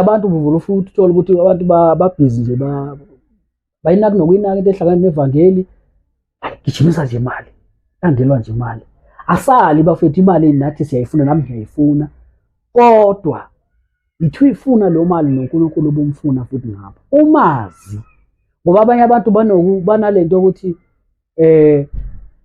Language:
Zulu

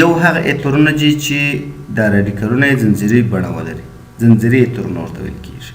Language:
Pashto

